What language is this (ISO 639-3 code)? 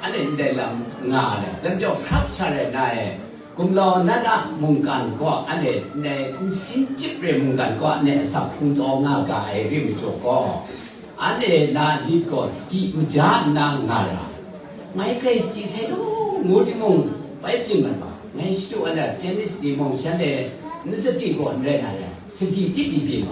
kac